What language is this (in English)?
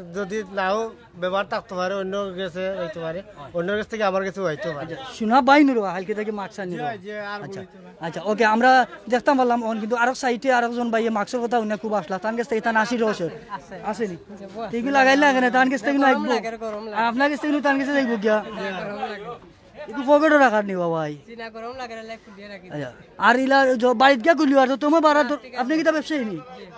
Sylheti